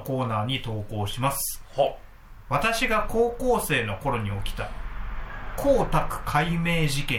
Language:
Japanese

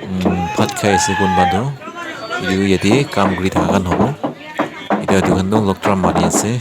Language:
Naga Pidgin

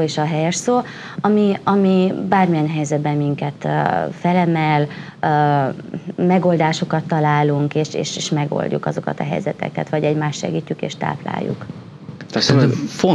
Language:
Hungarian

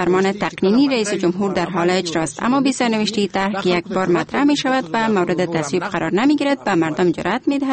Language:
Persian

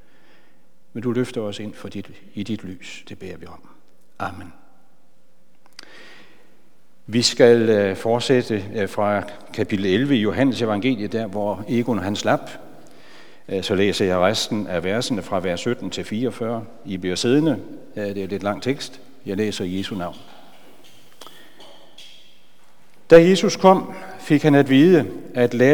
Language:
Danish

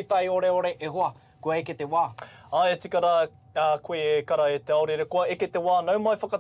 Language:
Māori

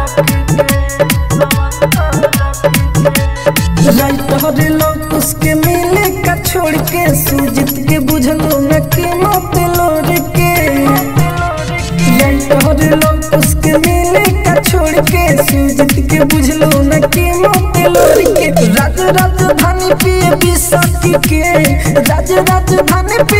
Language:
Bhojpuri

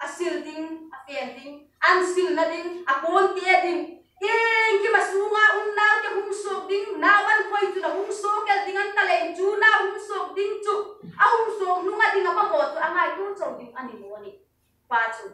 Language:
Hmar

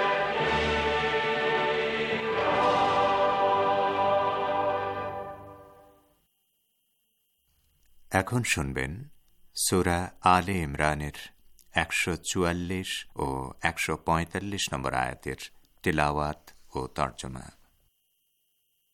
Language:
Bangla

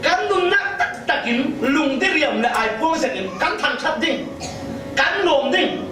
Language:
Falam Chin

